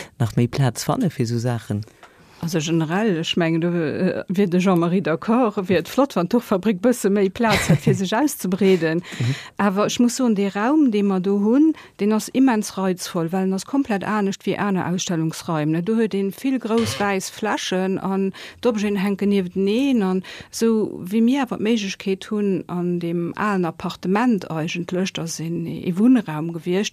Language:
Luxembourgish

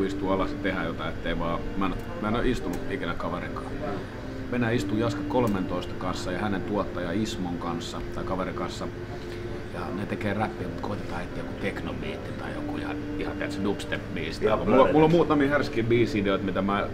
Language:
Finnish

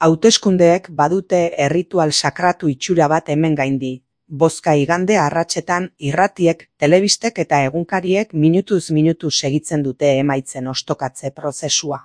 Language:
Basque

